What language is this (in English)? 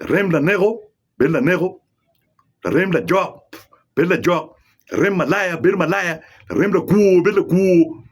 Acoli